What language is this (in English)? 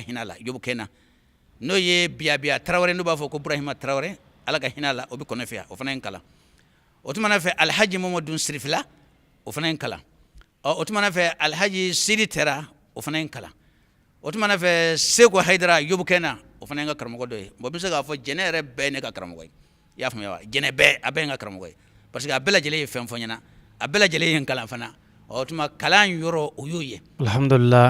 Bambara